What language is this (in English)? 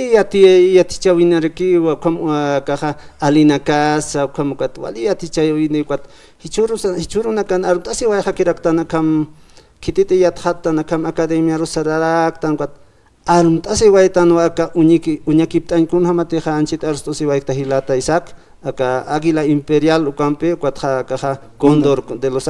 Aymara